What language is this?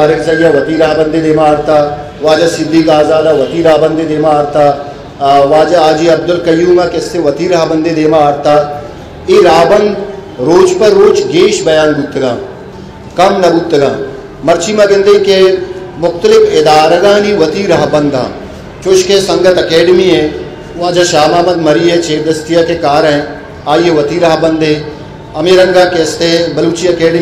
Eastern Balochi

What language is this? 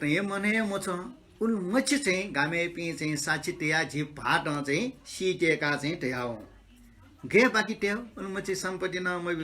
Newari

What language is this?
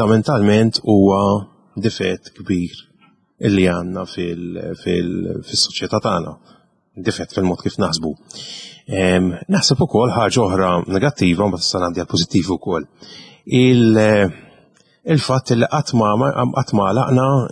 Maltese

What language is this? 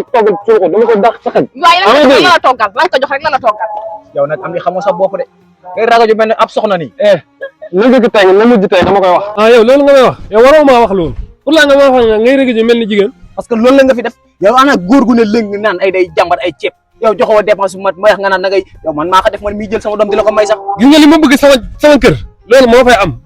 Wolof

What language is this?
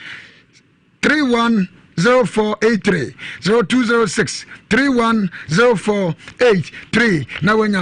Akan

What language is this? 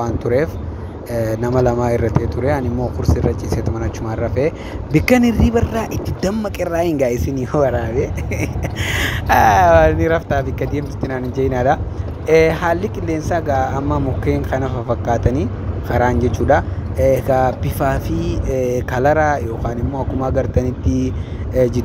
Oromo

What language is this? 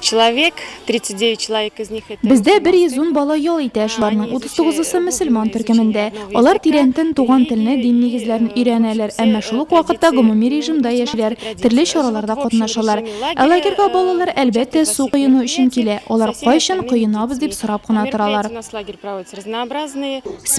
Tatar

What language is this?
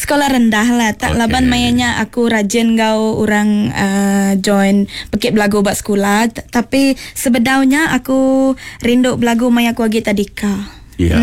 Iban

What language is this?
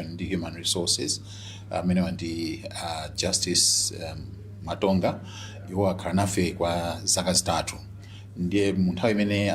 Nyanja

